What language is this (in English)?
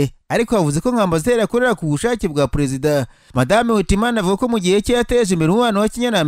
Kinyarwanda